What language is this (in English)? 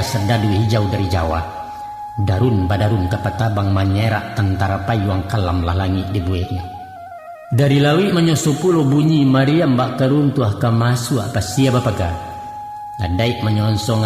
Minangkabau